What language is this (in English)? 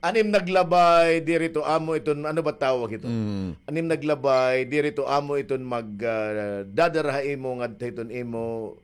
Waray